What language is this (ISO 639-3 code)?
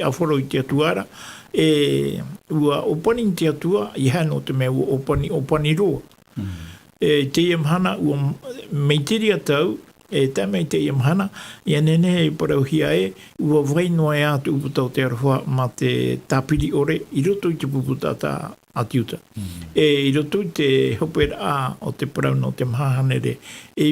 tah